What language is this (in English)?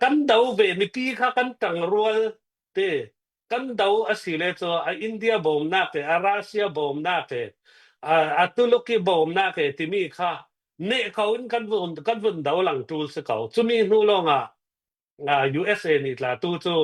Hakha Chin